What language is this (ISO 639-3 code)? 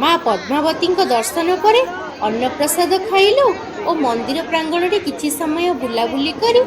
ori